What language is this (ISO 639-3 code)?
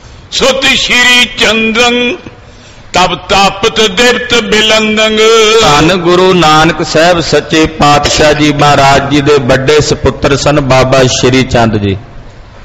pan